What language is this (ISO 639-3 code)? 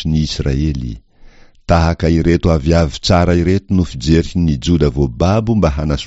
mlg